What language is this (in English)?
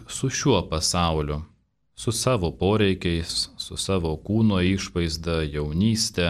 Lithuanian